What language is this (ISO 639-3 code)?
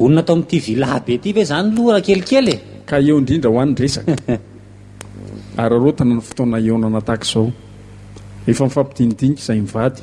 mlg